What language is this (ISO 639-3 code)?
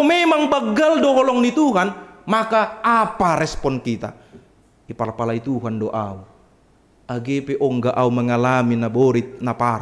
bts